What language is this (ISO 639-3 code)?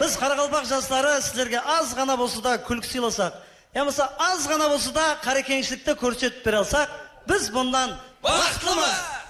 kaa